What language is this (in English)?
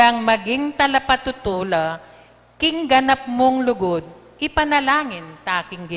Pampanga